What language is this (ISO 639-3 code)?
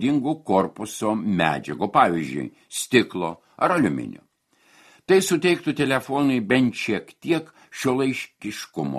lit